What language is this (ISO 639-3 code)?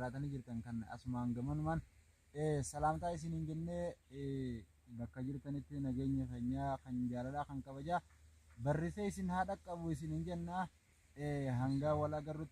orm